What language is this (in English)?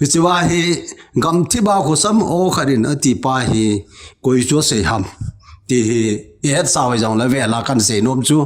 Thado Chin